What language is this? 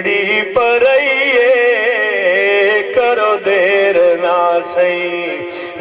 Saraiki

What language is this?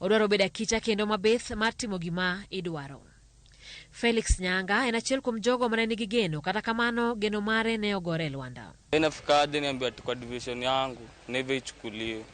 Luo (Kenya and Tanzania)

